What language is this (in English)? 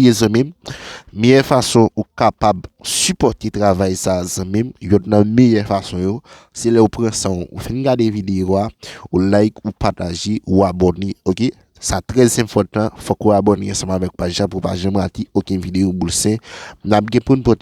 Haitian Creole